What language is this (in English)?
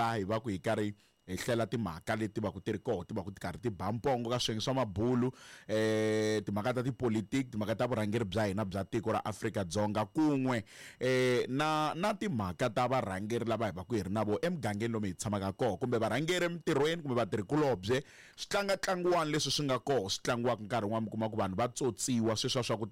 Tsonga